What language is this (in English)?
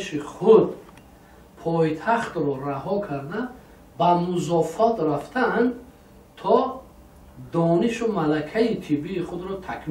Tajik